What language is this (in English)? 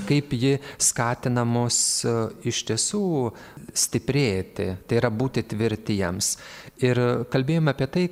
Lithuanian